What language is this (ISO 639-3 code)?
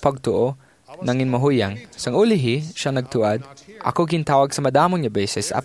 hil